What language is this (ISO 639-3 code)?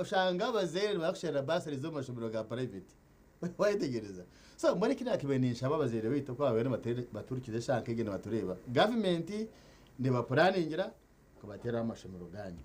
nyn